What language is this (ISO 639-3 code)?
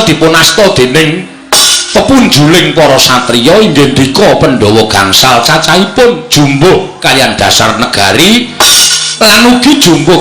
jav